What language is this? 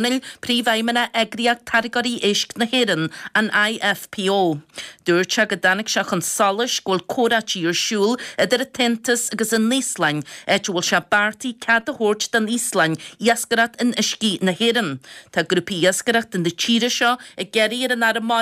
Irish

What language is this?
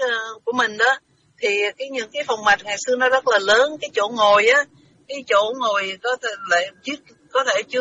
Vietnamese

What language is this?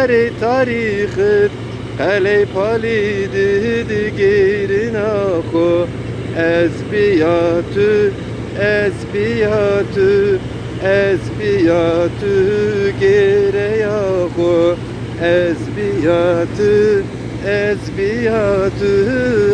Zaza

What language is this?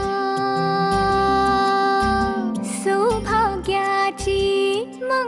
Marathi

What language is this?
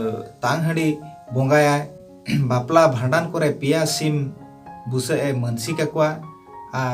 Santali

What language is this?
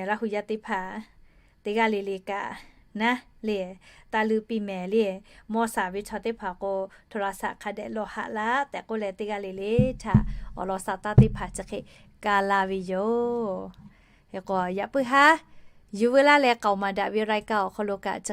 Lahu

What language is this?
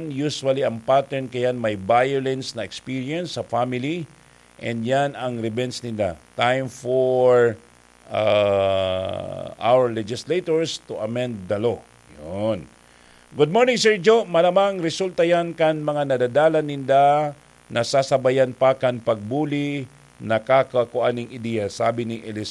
Bikol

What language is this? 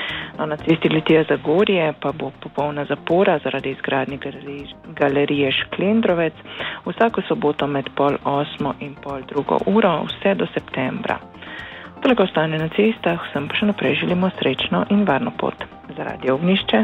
Slovenian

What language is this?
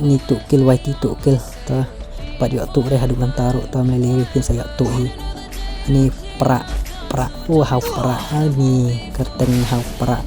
Khasi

